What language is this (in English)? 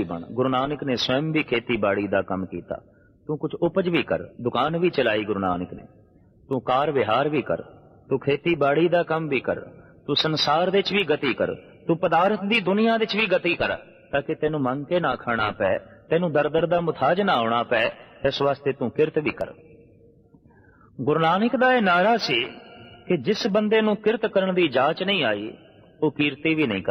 Punjabi